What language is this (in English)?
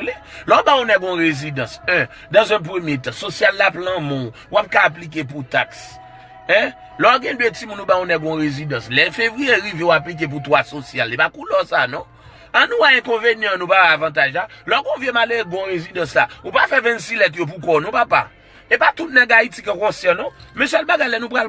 Haitian Creole